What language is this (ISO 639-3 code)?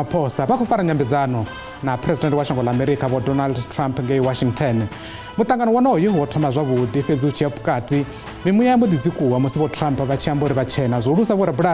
ven